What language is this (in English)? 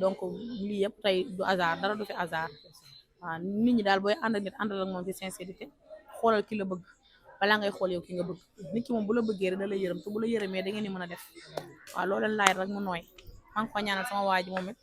Wolof